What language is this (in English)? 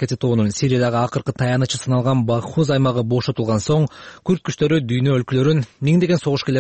Kyrgyz